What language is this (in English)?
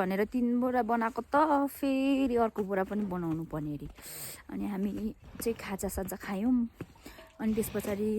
Nepali